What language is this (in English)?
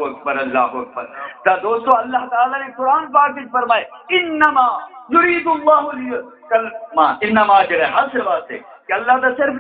Saraiki